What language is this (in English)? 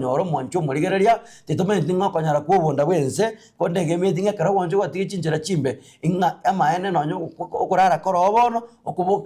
Gusii